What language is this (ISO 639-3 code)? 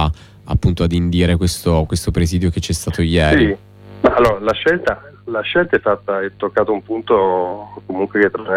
ita